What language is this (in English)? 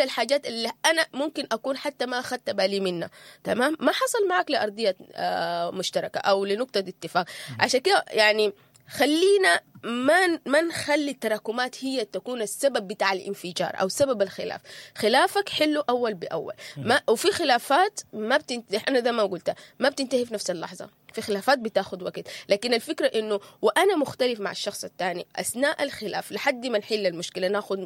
Sudanese Arabic